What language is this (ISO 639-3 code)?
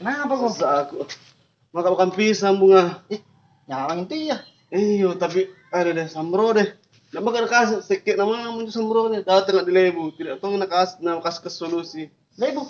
mfp